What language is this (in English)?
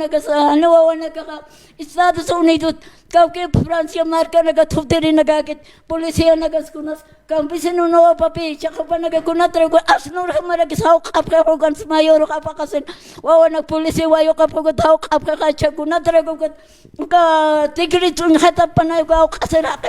Aymara